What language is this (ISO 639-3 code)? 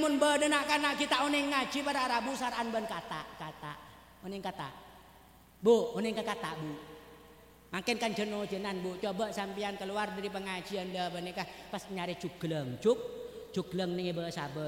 mad